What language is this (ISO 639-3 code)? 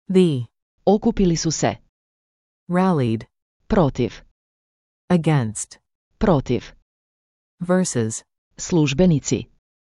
hrv